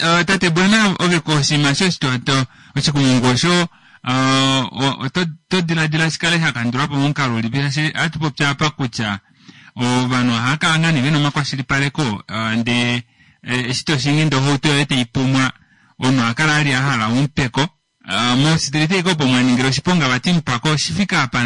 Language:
Kuanyama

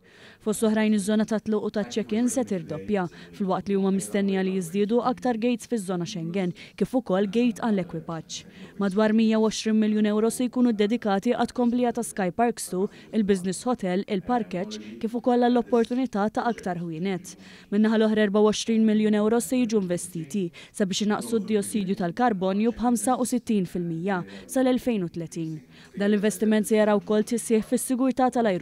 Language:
Maltese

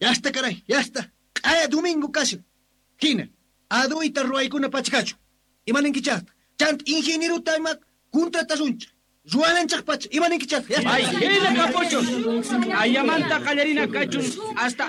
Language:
South Bolivian Quechua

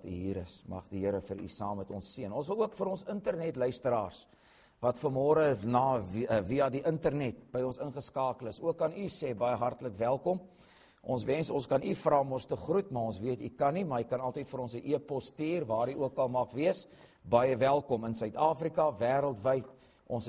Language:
Afrikaans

